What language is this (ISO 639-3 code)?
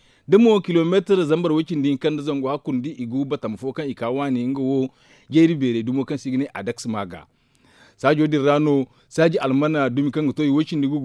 dje